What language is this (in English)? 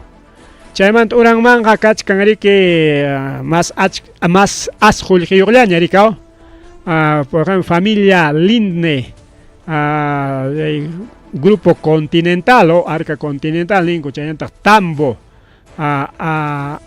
Ayacucho Quechua